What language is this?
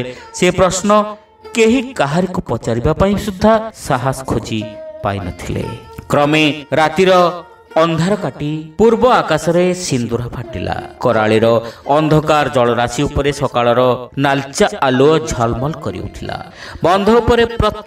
Odia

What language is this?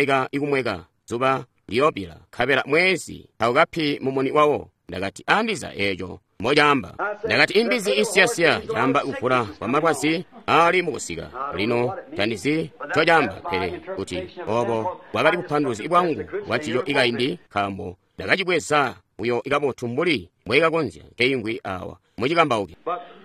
Tonga (Zambia)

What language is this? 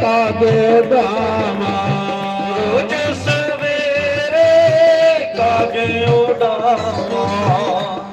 Dogri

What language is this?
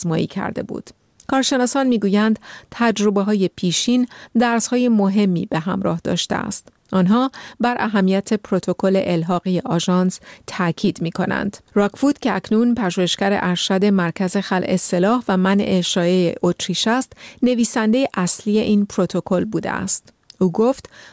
Persian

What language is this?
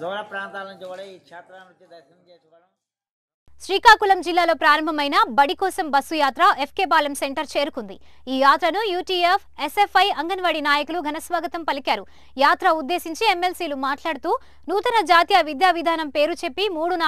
Telugu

